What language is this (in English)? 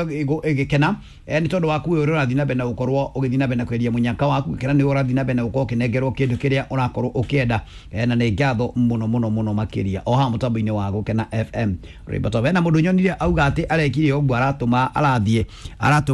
Kikuyu